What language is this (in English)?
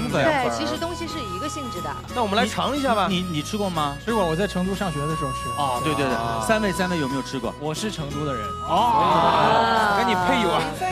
Chinese